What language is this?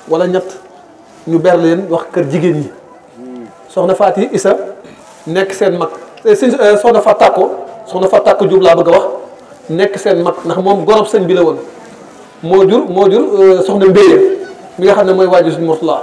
Wolof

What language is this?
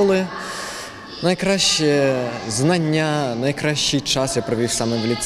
Ukrainian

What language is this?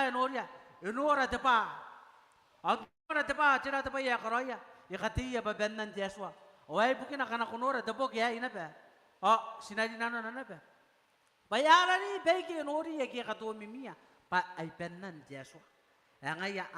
Gilbertese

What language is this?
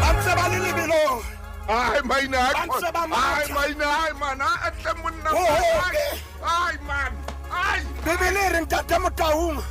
Southern Sotho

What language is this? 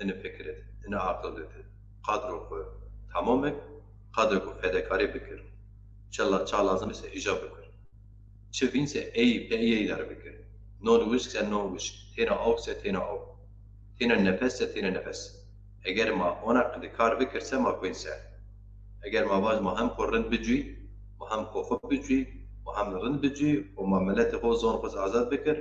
Zaza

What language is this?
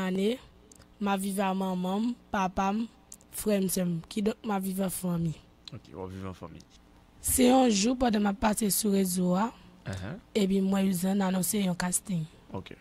Haitian Creole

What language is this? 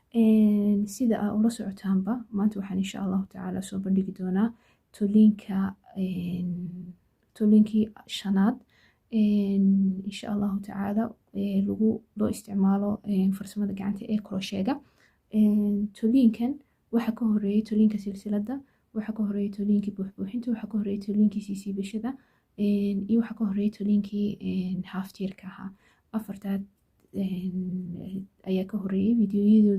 Somali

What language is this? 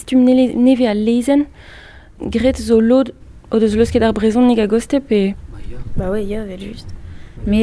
Breton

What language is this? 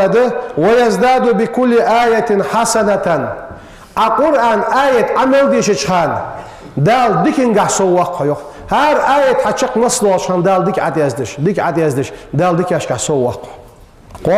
Ingush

